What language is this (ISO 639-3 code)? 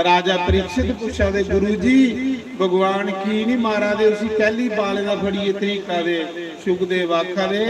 doi